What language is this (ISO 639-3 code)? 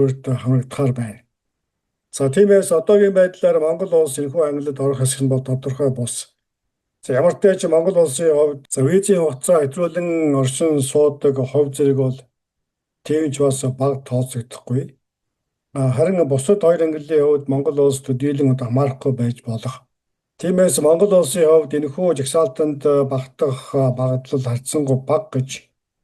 mon